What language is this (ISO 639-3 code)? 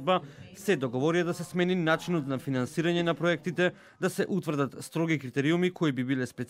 mkd